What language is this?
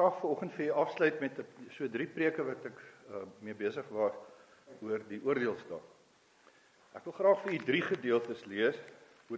Afrikaans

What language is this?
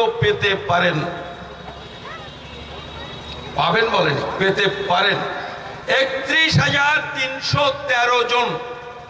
Bangla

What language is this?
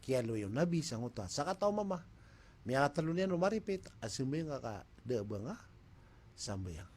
Maranao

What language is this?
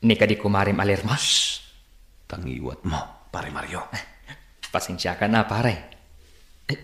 Iloko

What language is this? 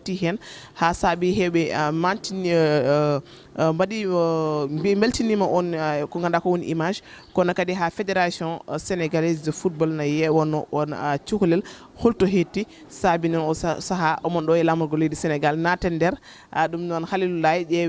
Fula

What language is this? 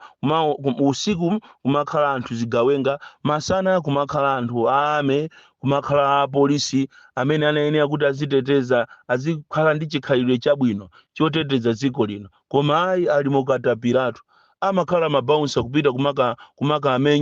Nyanja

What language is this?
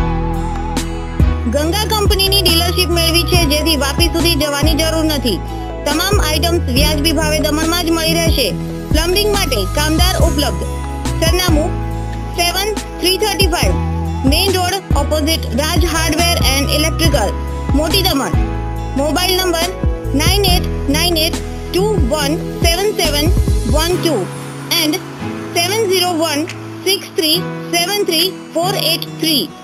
Gujarati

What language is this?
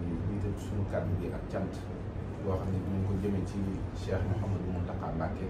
Wolof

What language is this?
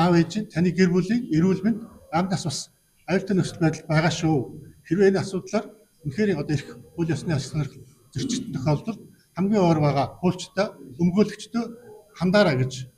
Mongolian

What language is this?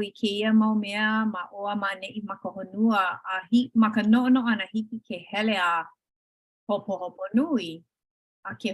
Hawaiian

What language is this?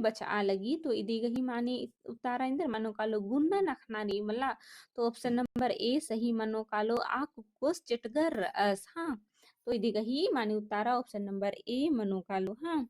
Kurukh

